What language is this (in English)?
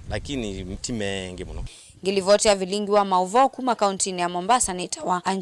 Kamba